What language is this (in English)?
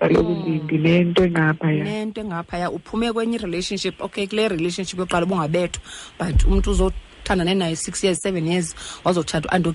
Xhosa